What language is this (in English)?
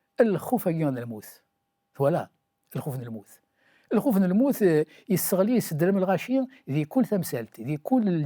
Kabyle